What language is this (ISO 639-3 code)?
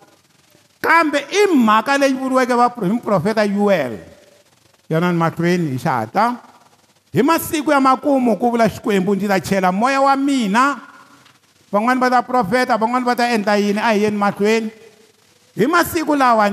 tso